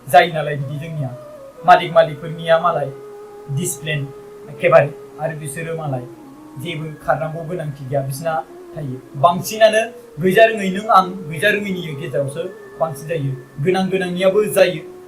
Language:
Bodo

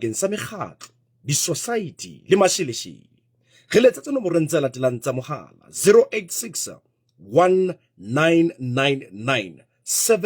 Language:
Southern Sotho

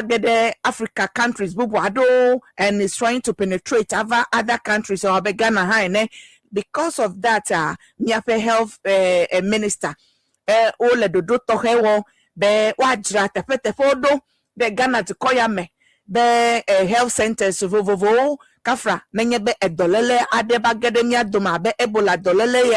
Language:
Ewe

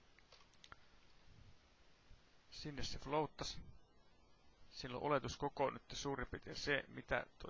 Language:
Finnish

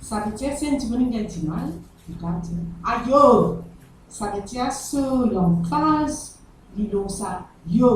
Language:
Morisyen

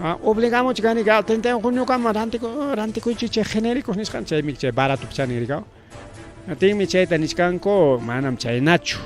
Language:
Ayacucho Quechua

